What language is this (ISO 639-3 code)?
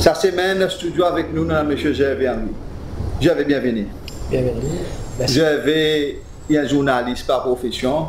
crs